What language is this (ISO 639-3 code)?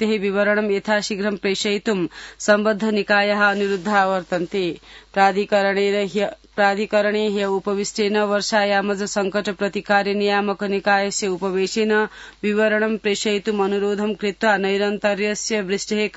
san